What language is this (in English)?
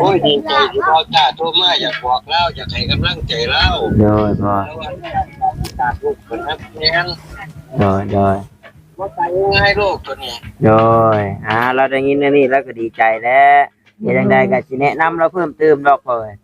Northeastern Thai